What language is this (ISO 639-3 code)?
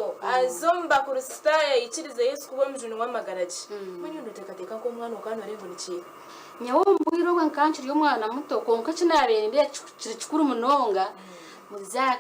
nyn